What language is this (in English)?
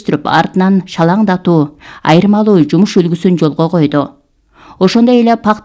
Kyrgyz